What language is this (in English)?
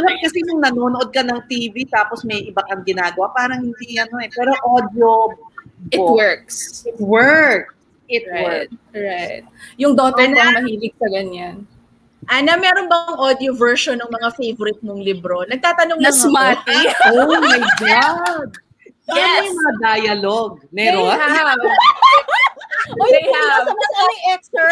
Filipino